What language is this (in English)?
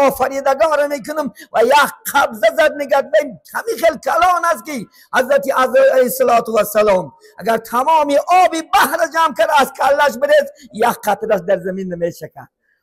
Tajik